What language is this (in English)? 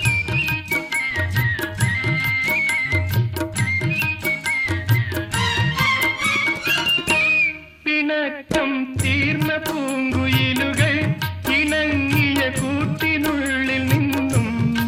Malayalam